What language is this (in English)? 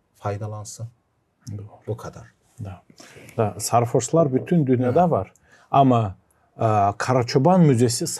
Gagauz